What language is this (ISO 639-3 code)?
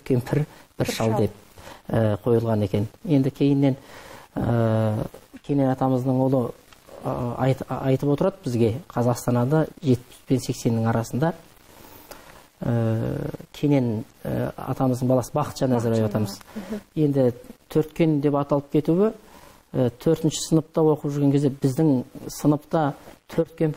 kaz